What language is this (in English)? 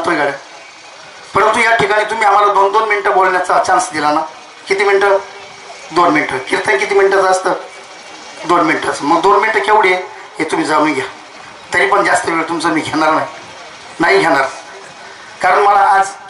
Marathi